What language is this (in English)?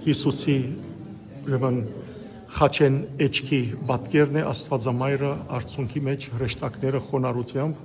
Western Armenian